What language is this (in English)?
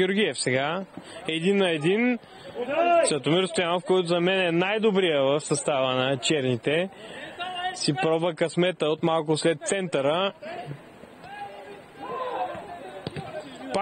Bulgarian